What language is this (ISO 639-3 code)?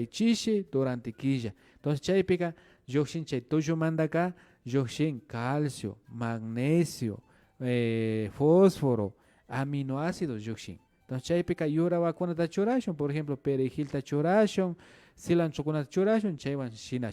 qvi